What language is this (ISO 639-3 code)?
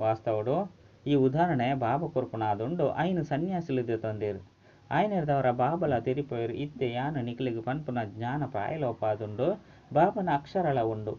tcy